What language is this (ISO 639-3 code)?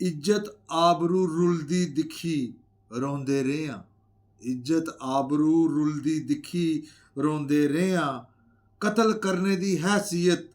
doi